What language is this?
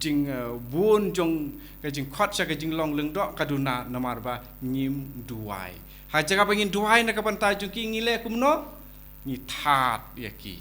Khasi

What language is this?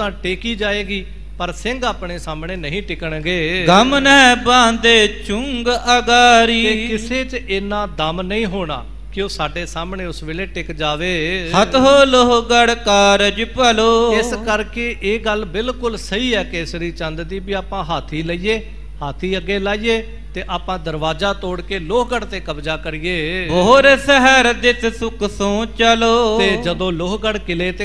Punjabi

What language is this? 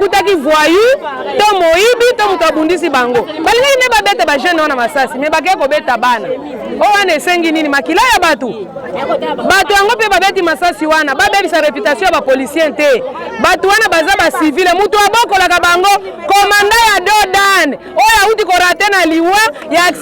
Lingala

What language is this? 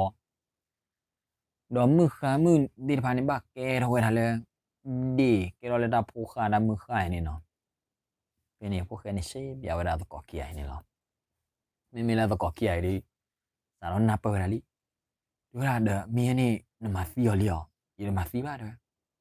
S'gaw Karen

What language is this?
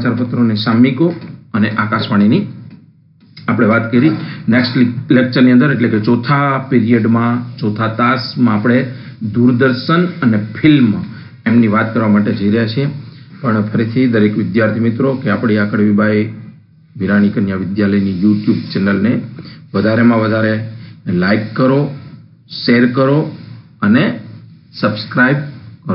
Gujarati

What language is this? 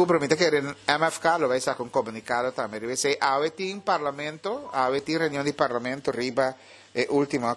Papiamento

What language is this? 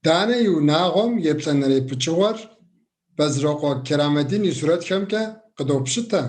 Kabardian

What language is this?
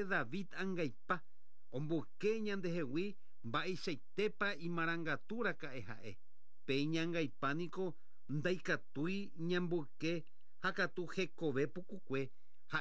Guarani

